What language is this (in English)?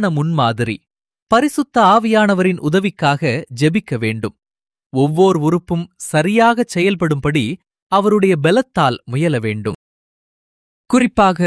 Tamil